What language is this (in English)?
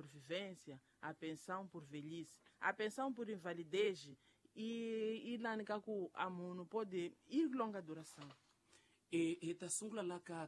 Tsonga